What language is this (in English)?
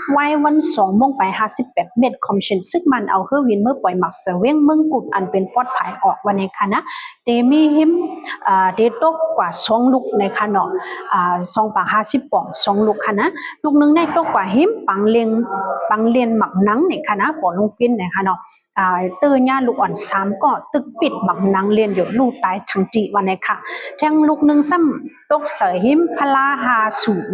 Shan